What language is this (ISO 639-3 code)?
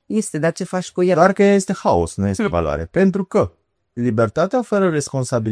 ron